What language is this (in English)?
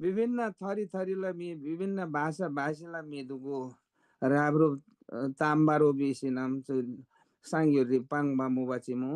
Eastern Tamang